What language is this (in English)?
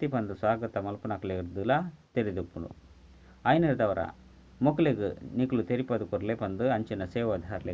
Tulu